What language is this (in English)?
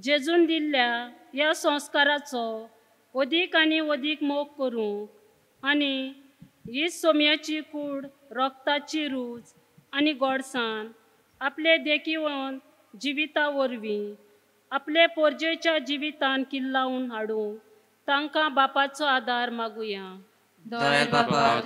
Konkani